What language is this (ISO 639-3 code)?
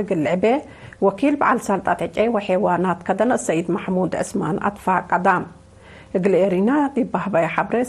tig